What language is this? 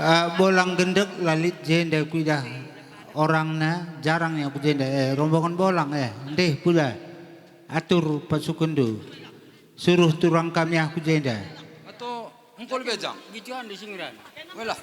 Batak Karo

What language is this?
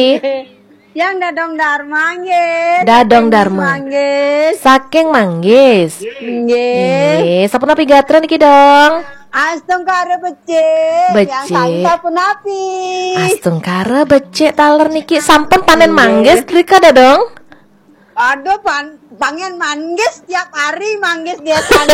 Balinese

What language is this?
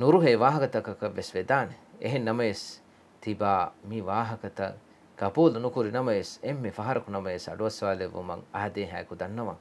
Divehi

